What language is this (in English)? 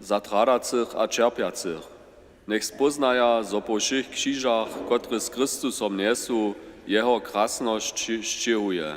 Upper Sorbian